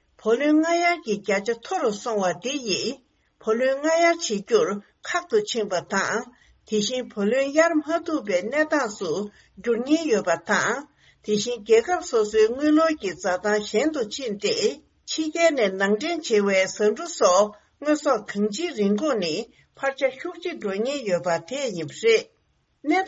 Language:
Tibetan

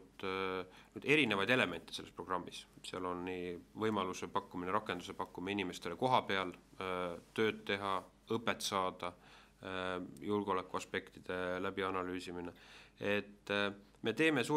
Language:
Estonian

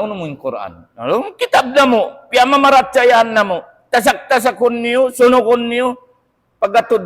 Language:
Tausug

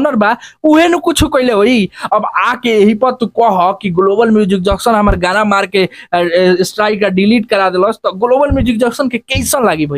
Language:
Bhojpuri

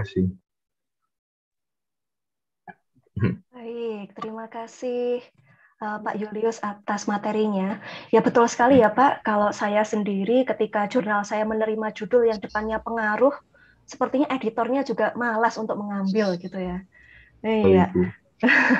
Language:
Indonesian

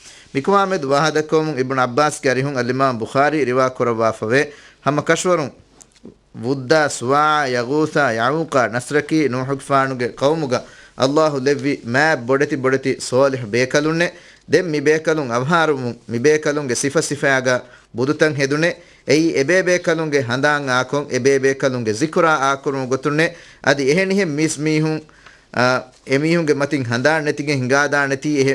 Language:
Divehi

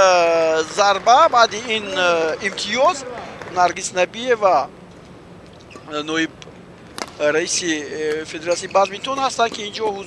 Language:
Tajik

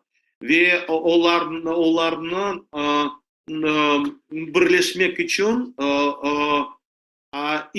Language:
Crimean Tatar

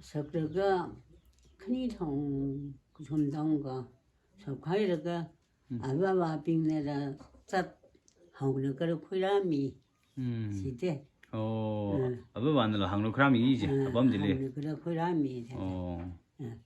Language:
Tangkhul Naga (India)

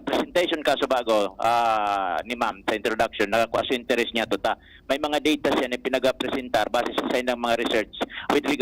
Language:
Bikol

